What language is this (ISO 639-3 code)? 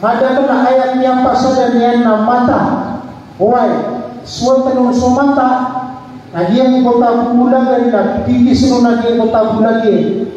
mrw